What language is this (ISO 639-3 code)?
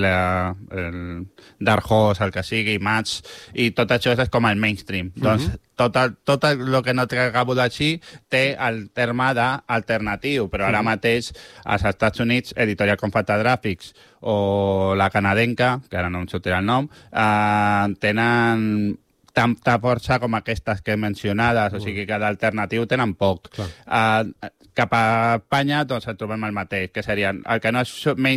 cat